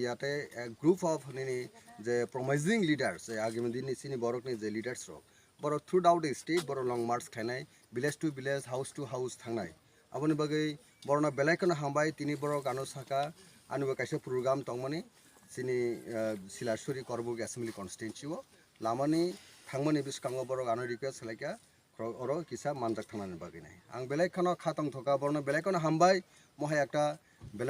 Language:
Kok Borok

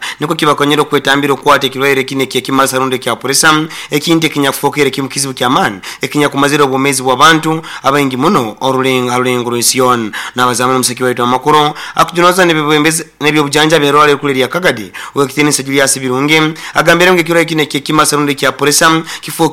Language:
Nyoro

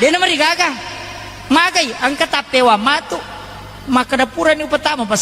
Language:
Buginese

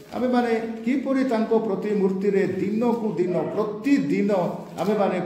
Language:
Odia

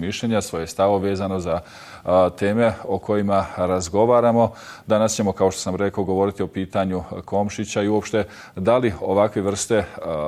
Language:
Bosnian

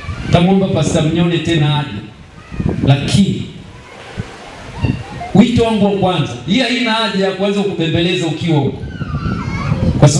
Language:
Swahili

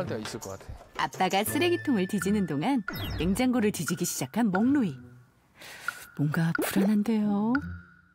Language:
Korean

